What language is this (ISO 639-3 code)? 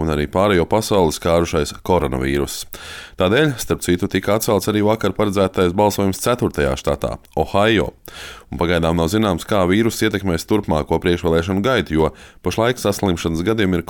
lav